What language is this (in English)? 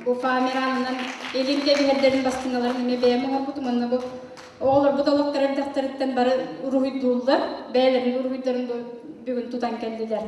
Yakut